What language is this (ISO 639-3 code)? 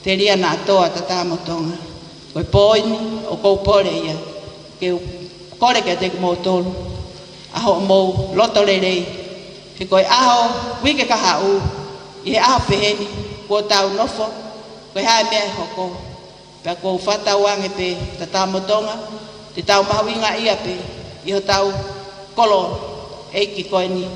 ton